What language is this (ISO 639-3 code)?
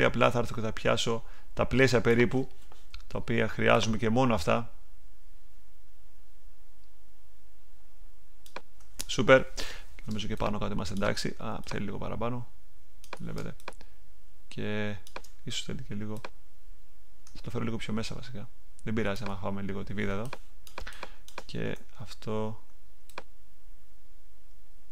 ell